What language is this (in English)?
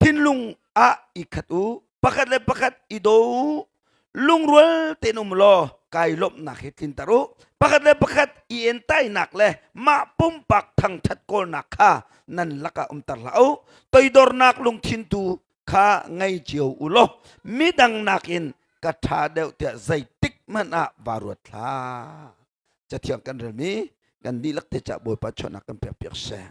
Hakha Chin